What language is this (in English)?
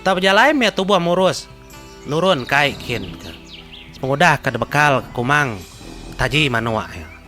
Iban